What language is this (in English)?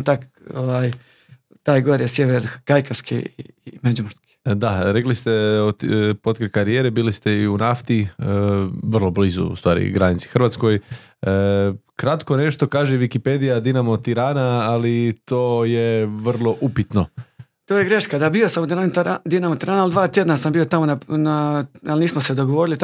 Croatian